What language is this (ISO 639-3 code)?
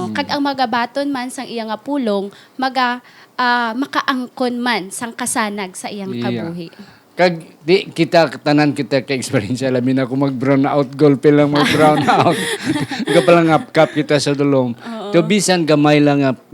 hil